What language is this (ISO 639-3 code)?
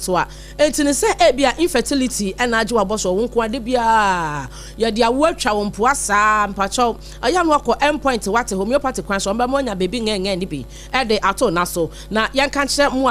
aka